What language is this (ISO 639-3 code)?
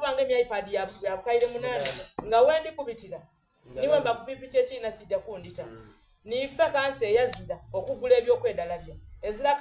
xog